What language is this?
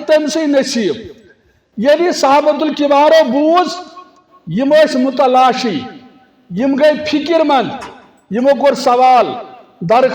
Kashmiri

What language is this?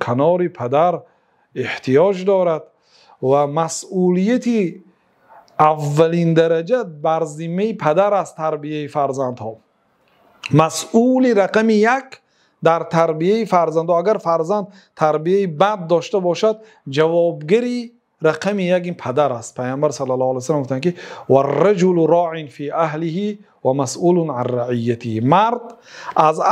Tajik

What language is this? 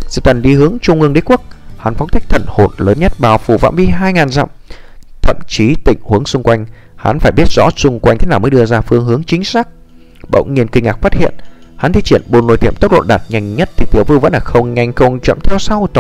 Vietnamese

